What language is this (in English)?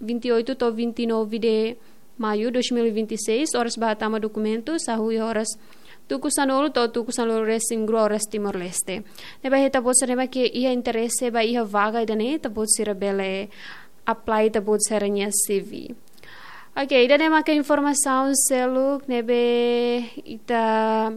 Tetum